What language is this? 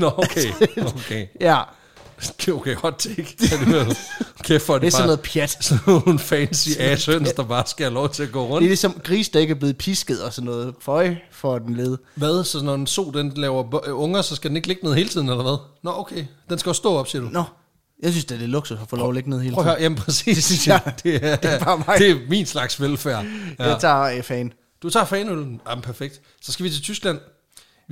Danish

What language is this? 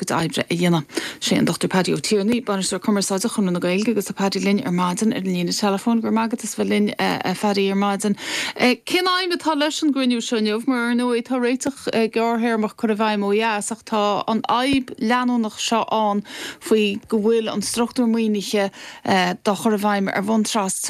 Irish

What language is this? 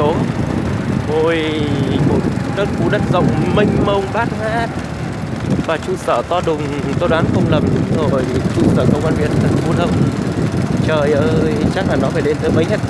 Vietnamese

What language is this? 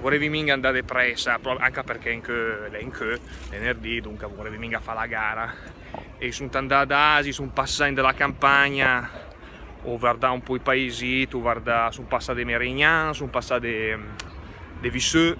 Lombard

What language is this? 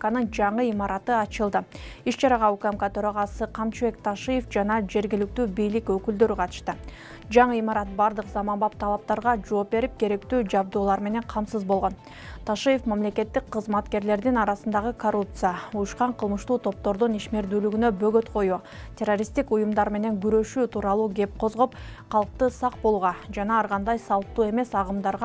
Kyrgyz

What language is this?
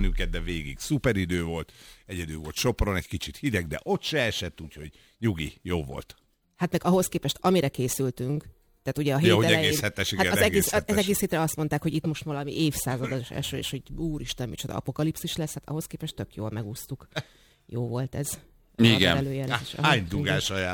Hungarian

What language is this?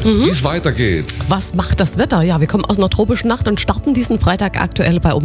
German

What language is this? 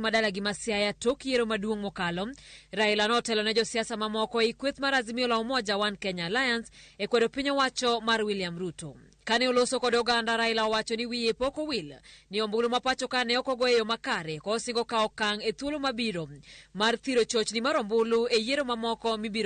Luo (Kenya and Tanzania)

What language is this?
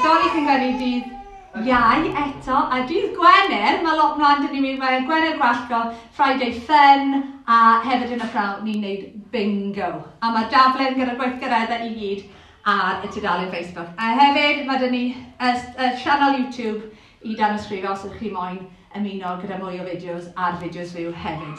Welsh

